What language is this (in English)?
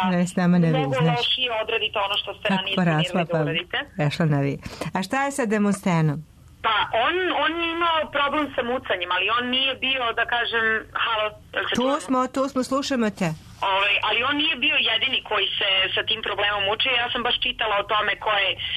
Serbian